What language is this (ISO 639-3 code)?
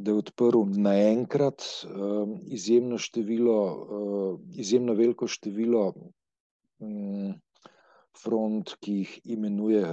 slv